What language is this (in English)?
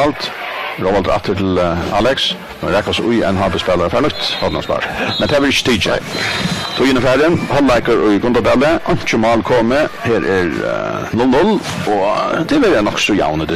Faroese